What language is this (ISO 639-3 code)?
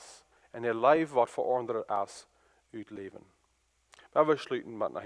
pdt